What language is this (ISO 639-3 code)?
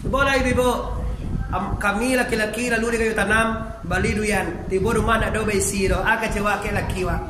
min